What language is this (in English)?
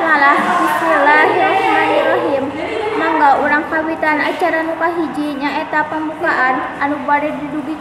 Sundanese